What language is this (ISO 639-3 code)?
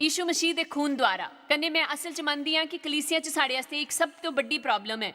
doi